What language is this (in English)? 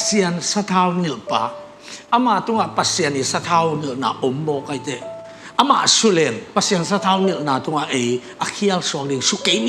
Tedim Chin